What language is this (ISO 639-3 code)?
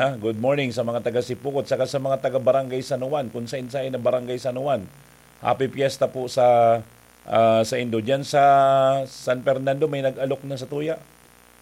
bik